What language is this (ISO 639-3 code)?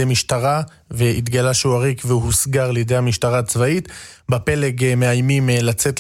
heb